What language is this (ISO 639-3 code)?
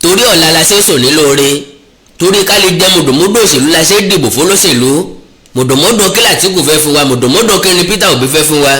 yor